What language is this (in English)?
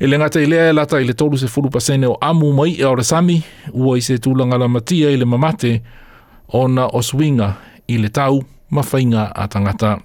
Samoan